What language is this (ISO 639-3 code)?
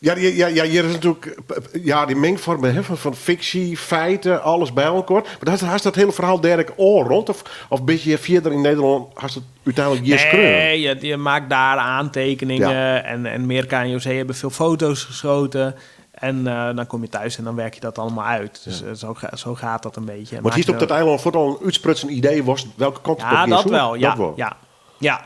fry